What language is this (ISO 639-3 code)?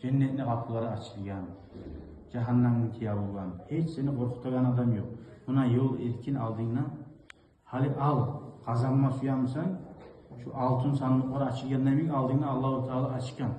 kum